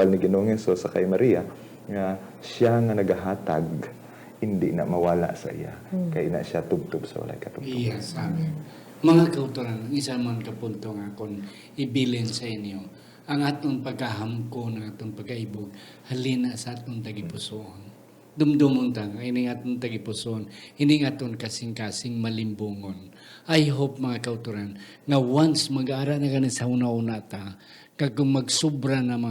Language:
Hiligaynon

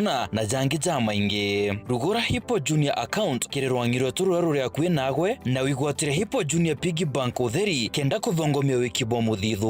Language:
Meru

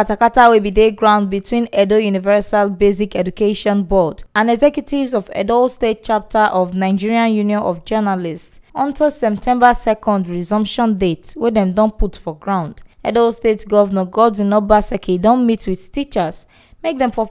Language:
Nigerian Pidgin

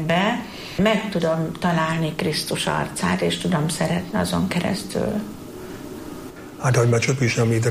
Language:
Hungarian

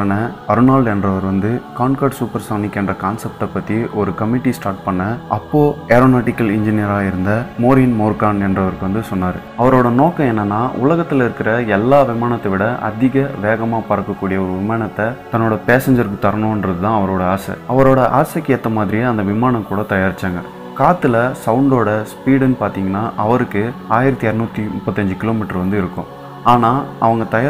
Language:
Tamil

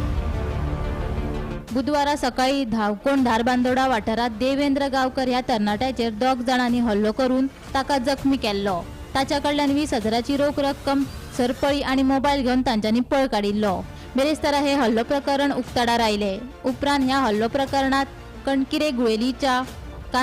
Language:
Konkani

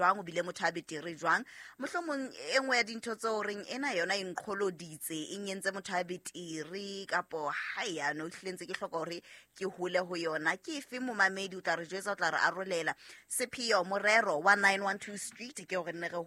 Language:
Southern Sotho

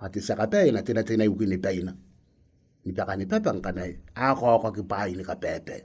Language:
Gilbertese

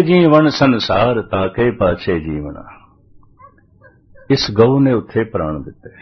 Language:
Punjabi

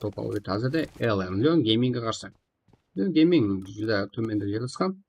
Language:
Kara-Kalpak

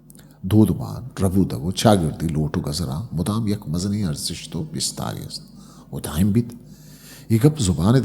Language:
Eastern Balochi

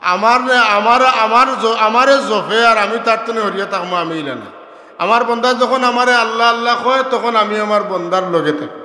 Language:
Sylheti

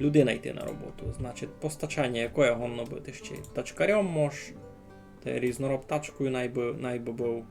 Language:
Rusyn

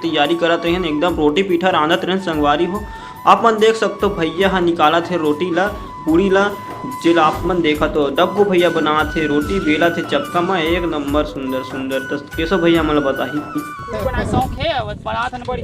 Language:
Chhattisgarhi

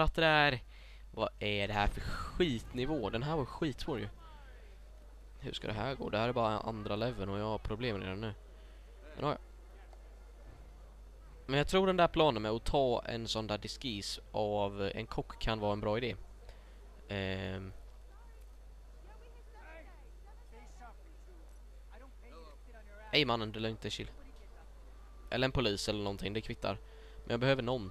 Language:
Swedish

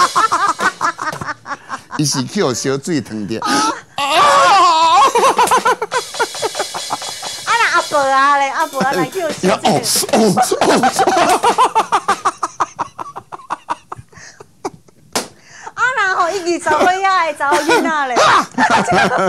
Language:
Min Nan Chinese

